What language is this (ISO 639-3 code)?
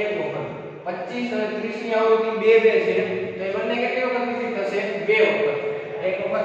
guj